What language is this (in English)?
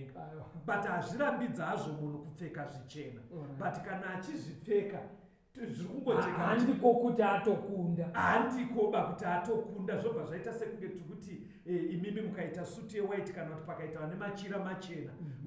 Shona